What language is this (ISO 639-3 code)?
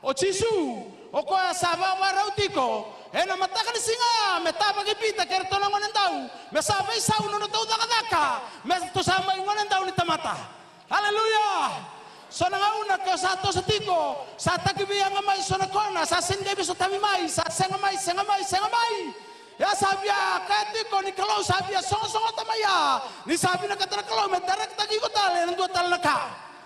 fij